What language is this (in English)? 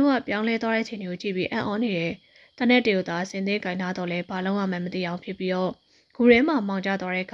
Burmese